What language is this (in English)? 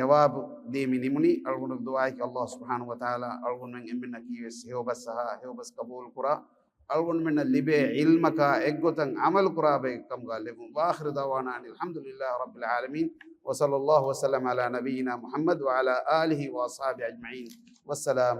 Divehi